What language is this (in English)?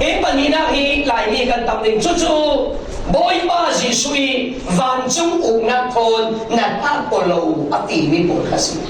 Falam Chin